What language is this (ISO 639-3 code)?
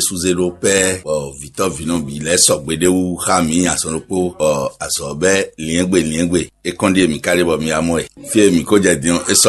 fon